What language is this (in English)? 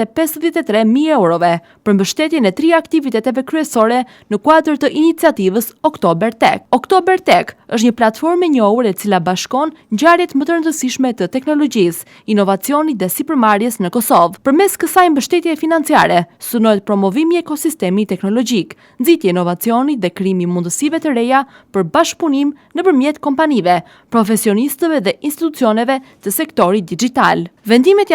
Albanian